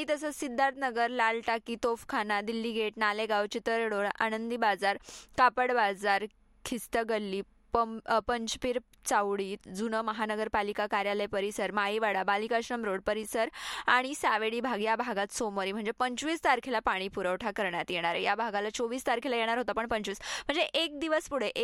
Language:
Marathi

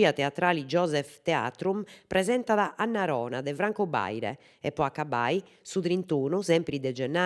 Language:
Sardinian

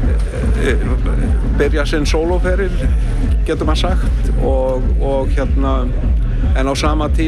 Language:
Icelandic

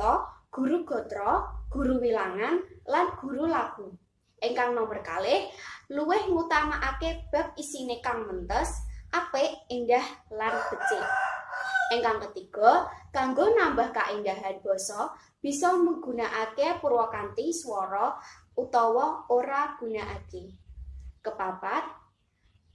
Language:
Javanese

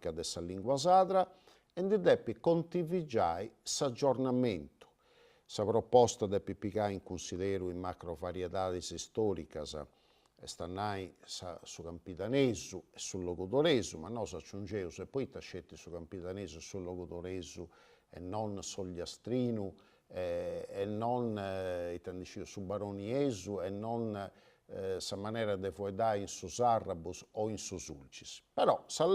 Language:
Sardinian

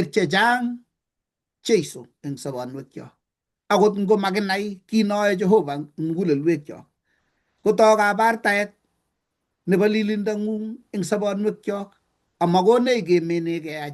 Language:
Kalenjin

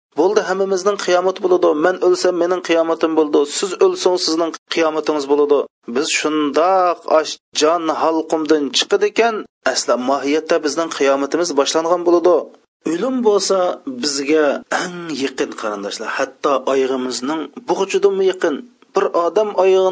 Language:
Uyghur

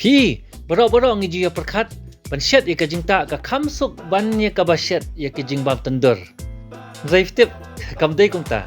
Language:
Khasi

